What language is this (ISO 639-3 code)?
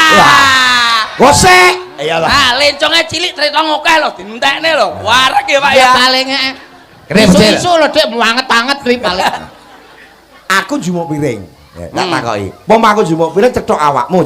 jav